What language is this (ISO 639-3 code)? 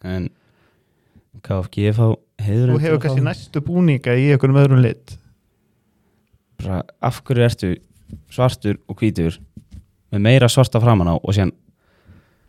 isl